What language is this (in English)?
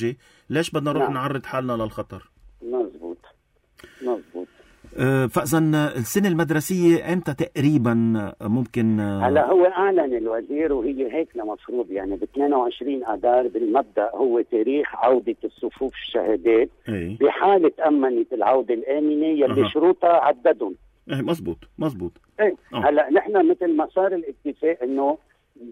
North Levantine Arabic